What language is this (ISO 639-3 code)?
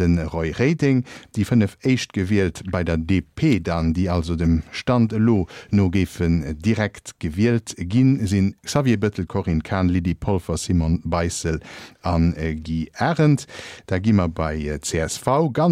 ltz